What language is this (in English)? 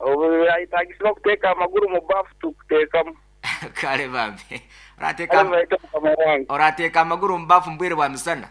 Nyoro